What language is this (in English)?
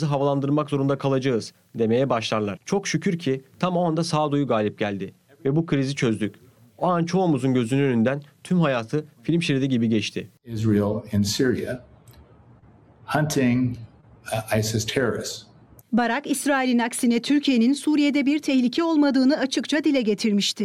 Turkish